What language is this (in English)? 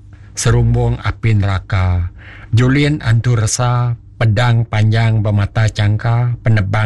Iban